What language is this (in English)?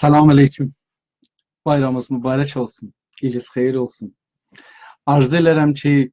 South Azerbaijani